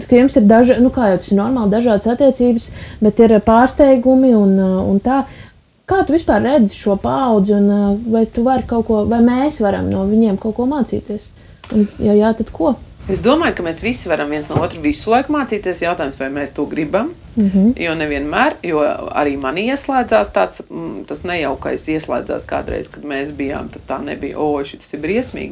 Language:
Latvian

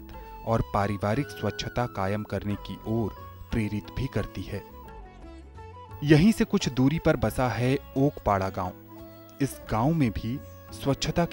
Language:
Hindi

